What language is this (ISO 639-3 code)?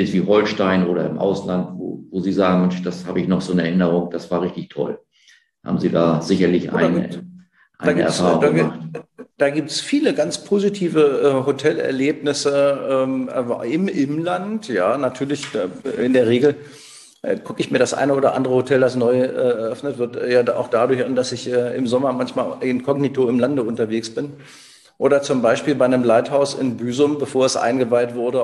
deu